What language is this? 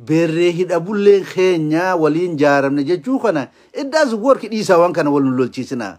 Oromo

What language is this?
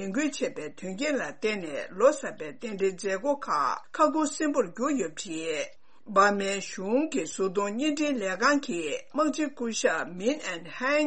Tibetan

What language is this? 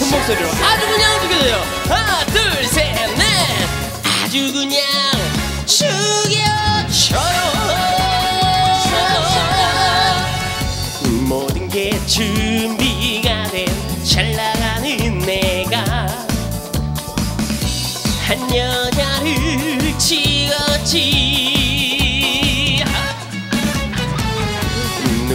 Korean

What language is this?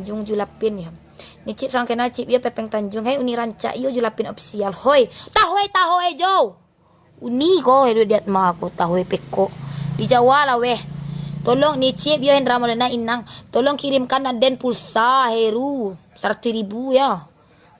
Minangkabau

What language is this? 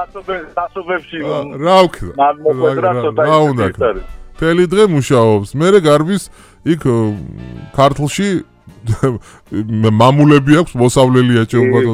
Georgian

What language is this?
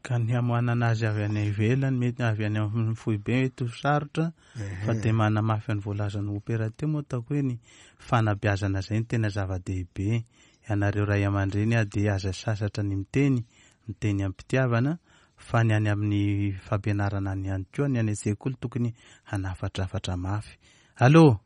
Malagasy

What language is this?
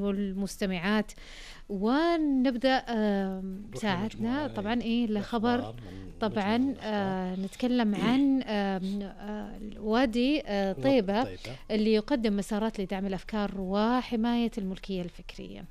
Najdi Arabic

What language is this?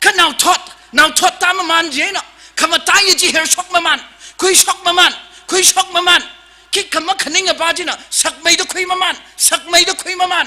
Tangkhul Naga (India)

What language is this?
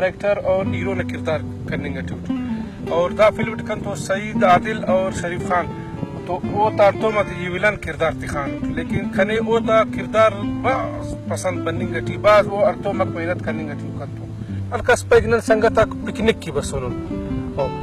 Brahui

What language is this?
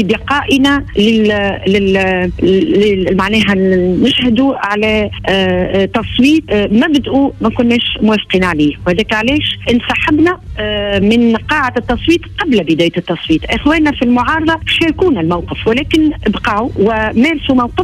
Tunisian Arabic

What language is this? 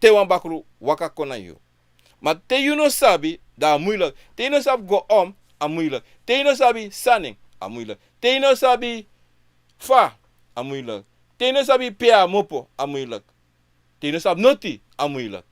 Sranan Tongo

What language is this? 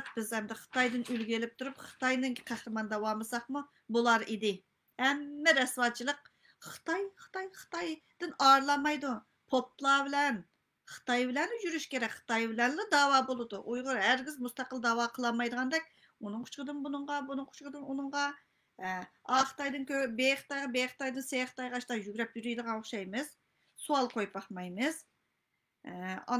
Uyghur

